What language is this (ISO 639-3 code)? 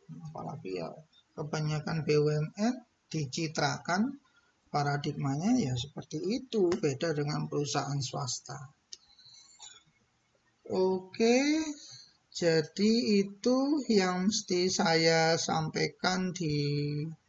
ind